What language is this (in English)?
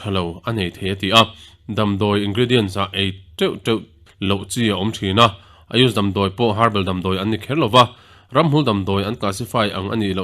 Mizo